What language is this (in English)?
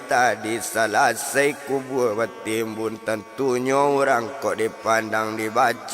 Minangkabau